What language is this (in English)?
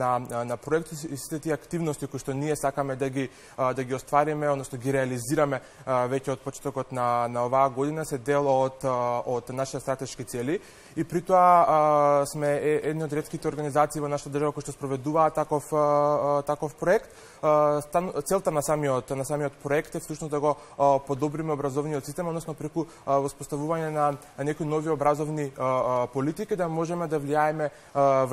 Macedonian